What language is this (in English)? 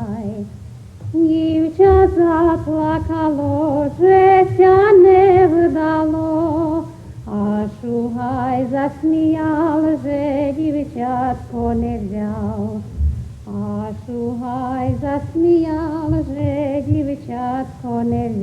Rusyn